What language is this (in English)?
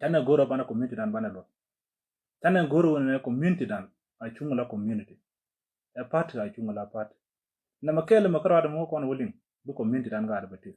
Nuer